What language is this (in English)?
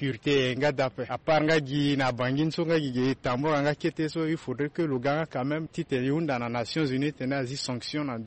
Sango